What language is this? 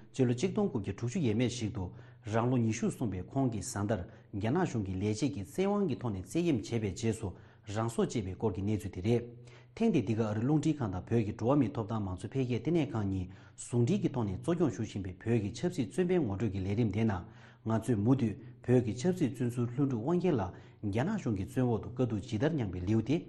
Tibetan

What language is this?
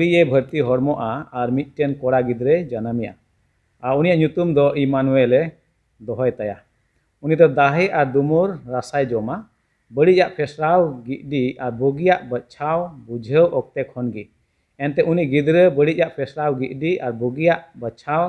Santali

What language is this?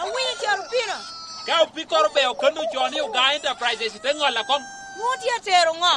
Lango (Uganda)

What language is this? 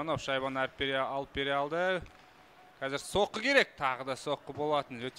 Kazakh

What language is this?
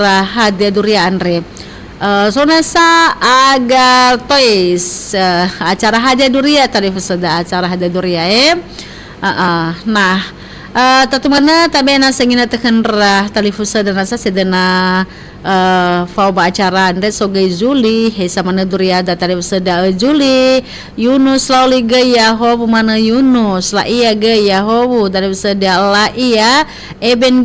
Nias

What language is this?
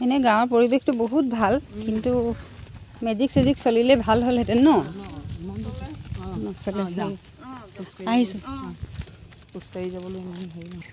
Assamese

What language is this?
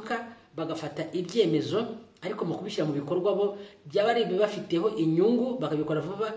Kinyarwanda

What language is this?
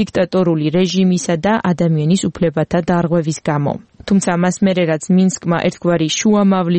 Georgian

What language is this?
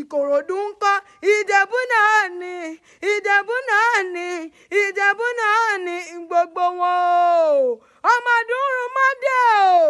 Yoruba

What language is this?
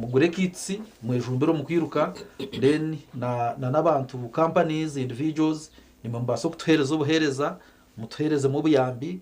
Nyankole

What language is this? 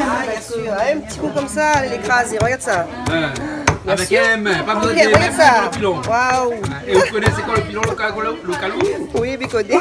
Réunion Creole French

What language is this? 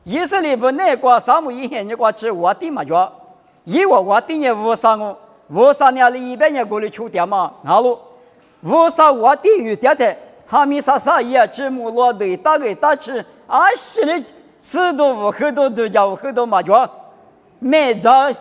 Lisu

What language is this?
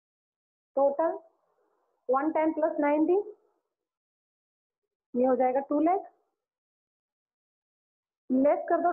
Hindi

